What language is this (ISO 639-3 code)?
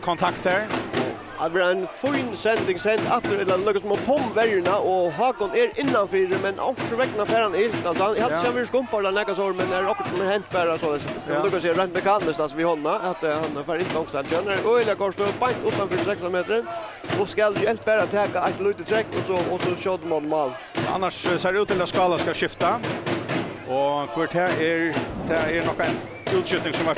fao